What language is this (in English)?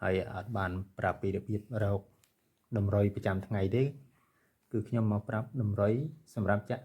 Khmer